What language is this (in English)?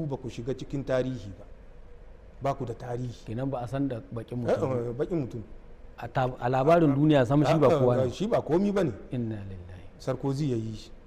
Hausa